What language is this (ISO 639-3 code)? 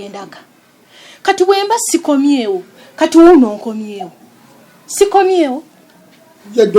lug